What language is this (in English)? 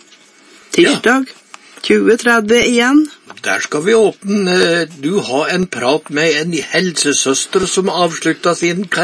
Norwegian